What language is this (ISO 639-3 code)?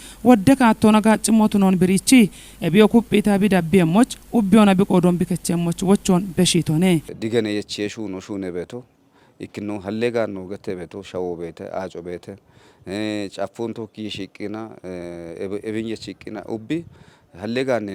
kbr